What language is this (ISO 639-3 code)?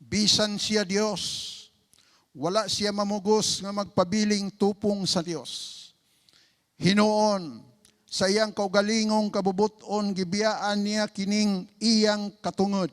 ceb